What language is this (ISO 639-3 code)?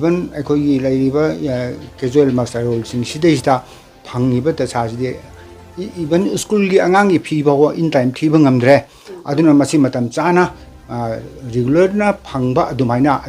mni